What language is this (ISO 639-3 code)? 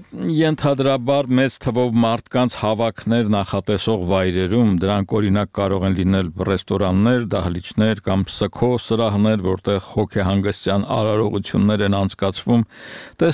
hye